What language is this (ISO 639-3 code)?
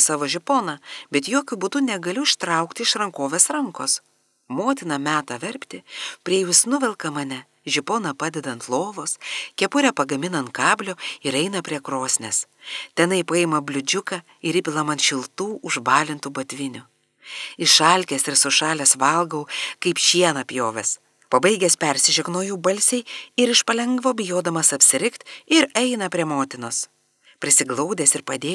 lit